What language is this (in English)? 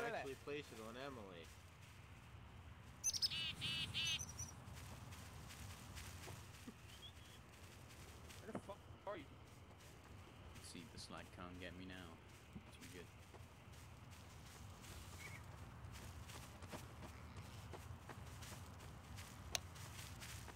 English